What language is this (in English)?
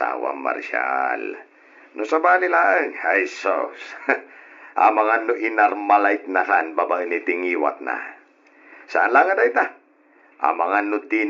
Iloko